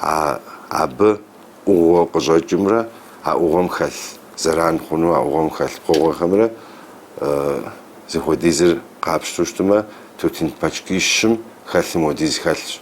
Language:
Kabardian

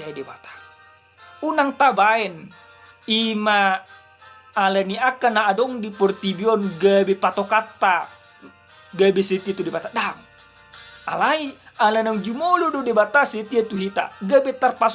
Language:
Batak Toba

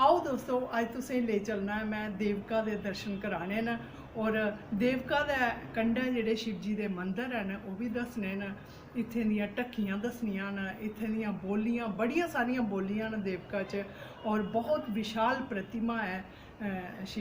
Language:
Dogri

